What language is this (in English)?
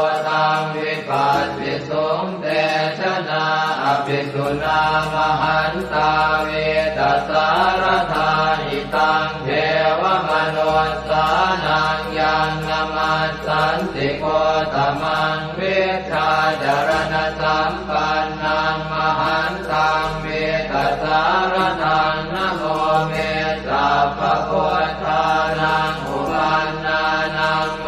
Pali